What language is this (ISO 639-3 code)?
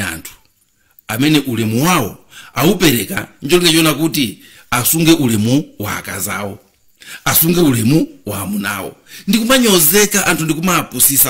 nya